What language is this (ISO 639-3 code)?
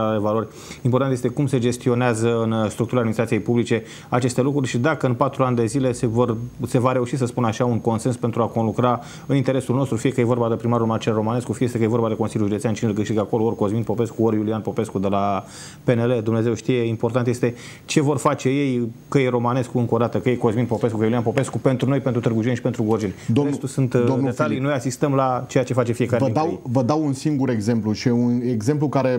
ron